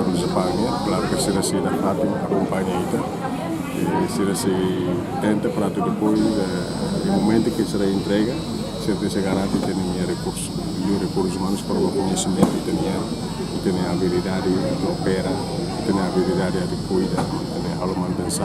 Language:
Tetum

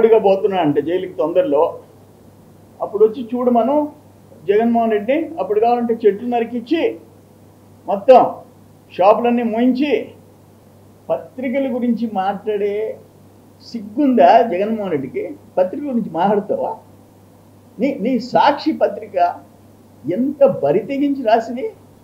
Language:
Telugu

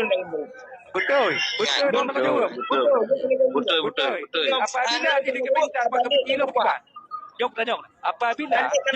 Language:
Achinese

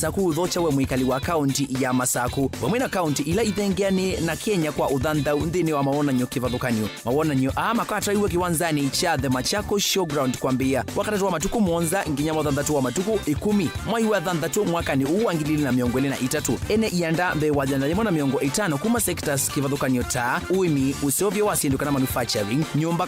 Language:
Kamba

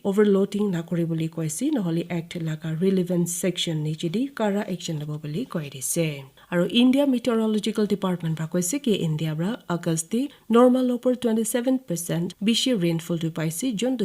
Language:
Naga Pidgin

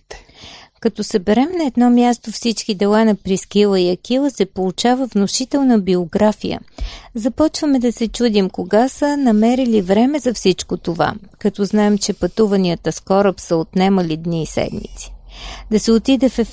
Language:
Bulgarian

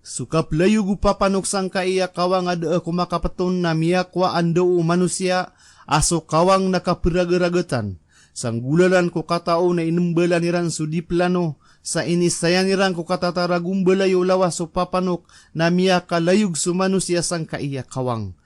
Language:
Maranao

